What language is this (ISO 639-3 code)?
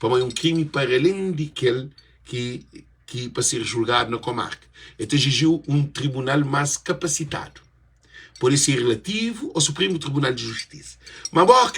kea